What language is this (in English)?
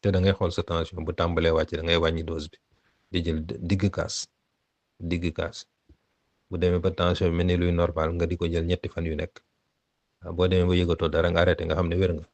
Wolof